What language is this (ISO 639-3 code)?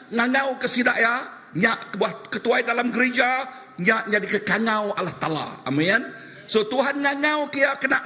iba